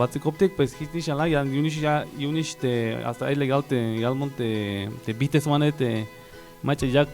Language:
Tzeltal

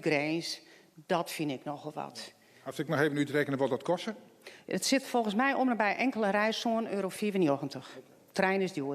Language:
Western Frisian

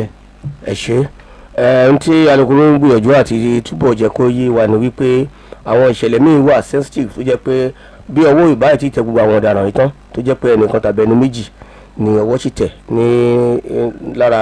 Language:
Yoruba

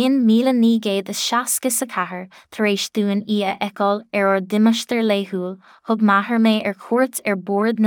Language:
Irish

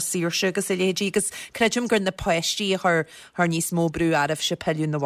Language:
Irish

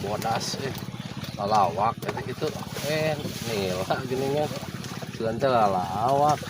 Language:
Sundanese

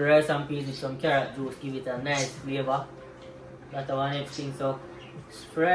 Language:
Jamaican Creole English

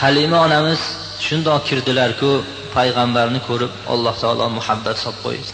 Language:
Uzbek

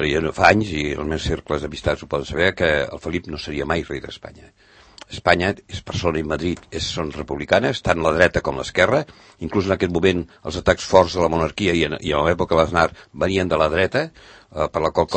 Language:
Catalan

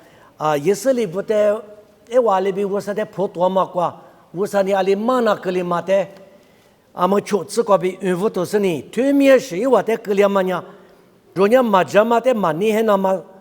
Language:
Lisu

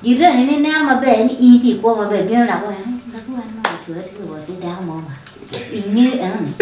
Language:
Acoli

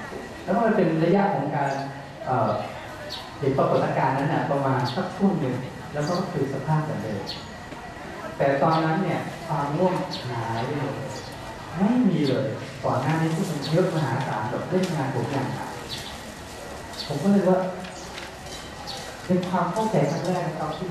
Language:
Thai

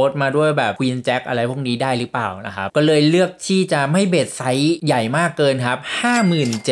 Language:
Thai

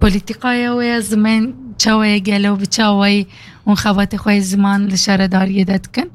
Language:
Kurdish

